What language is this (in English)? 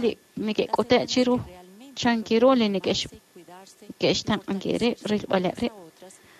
Kekchí